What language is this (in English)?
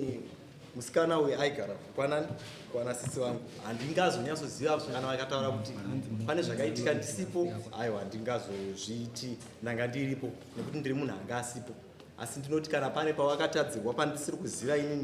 Shona